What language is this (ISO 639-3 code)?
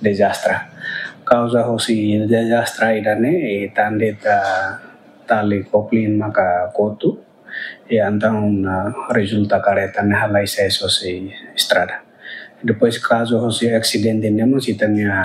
tet